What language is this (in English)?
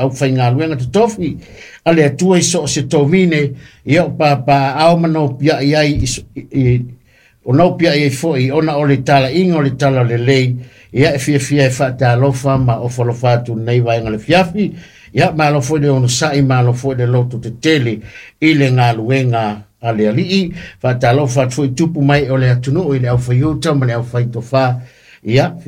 Samoan